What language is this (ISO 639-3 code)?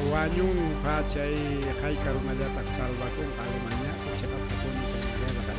quy